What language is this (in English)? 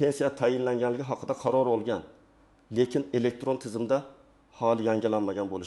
Uzbek